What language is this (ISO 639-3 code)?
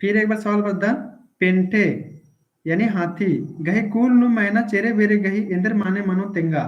kru